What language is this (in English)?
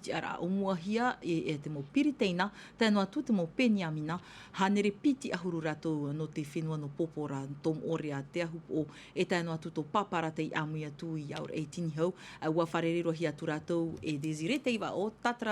Tahitian